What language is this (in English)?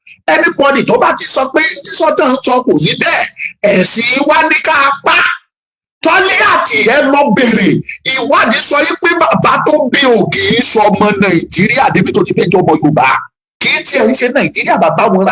Yoruba